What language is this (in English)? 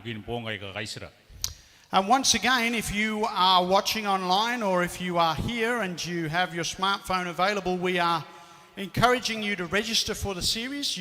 Gilbertese